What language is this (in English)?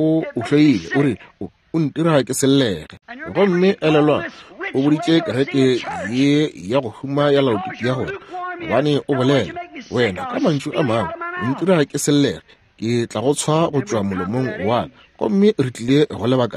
Northern Sotho